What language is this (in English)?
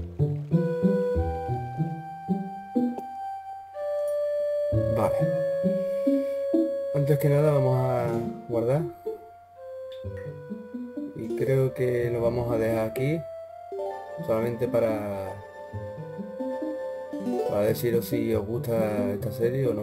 Spanish